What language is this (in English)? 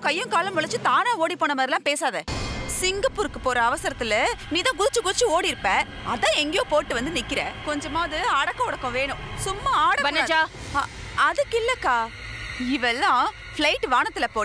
Tamil